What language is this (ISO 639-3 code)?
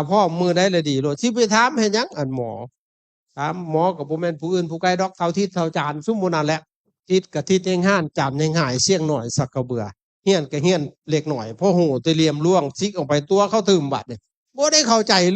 lao